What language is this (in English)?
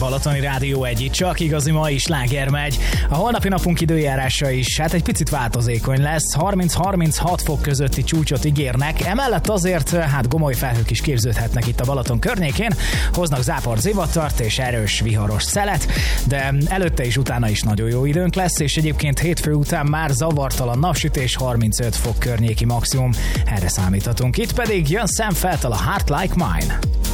Hungarian